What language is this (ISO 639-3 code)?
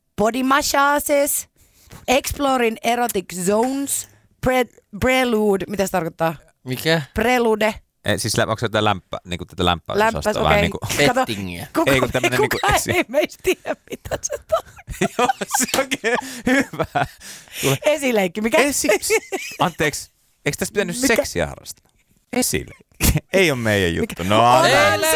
fin